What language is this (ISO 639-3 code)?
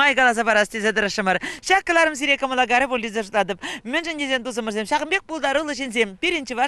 chv